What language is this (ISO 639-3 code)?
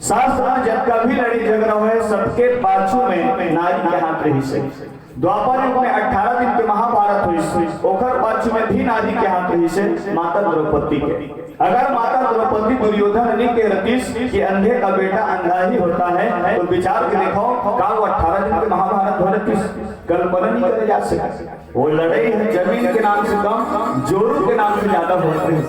hne